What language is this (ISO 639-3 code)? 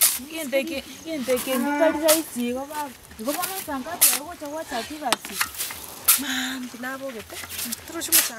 guz